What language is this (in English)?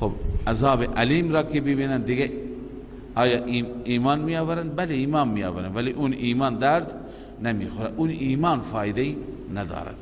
Persian